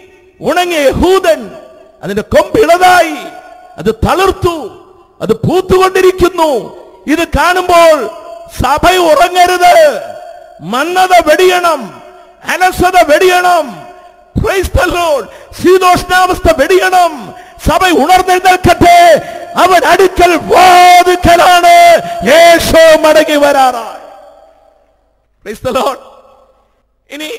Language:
Malayalam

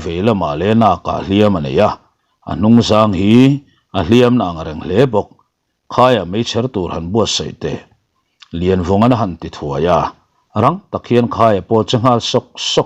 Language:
Mizo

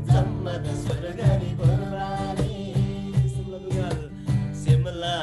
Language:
Eastern Tamang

